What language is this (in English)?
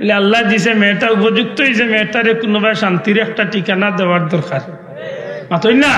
Sylheti